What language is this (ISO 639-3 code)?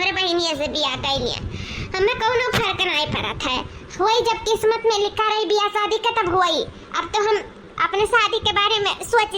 awa